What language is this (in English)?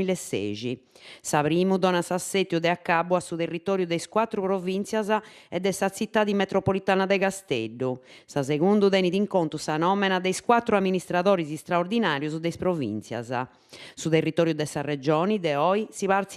Sardinian